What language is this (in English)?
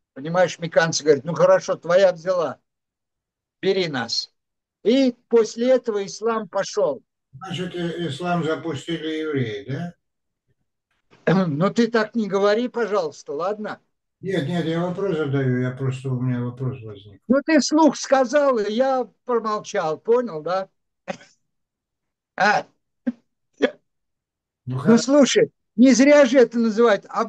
Russian